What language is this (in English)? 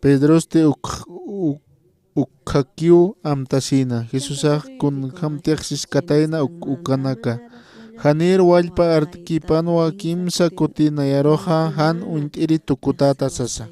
Aymara